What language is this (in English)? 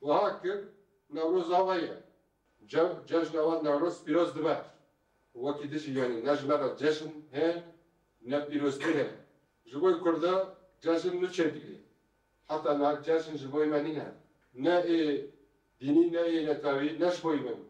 Kurdish